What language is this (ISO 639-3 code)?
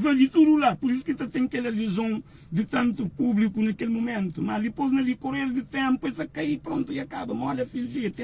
kea